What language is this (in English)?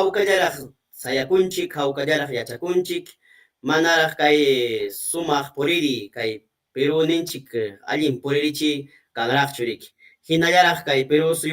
Ayacucho Quechua